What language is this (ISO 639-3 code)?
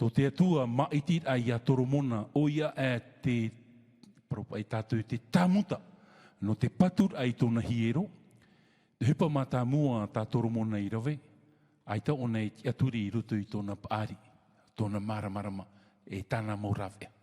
tah